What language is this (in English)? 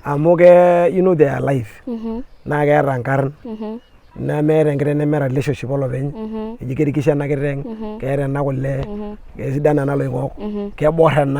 Masai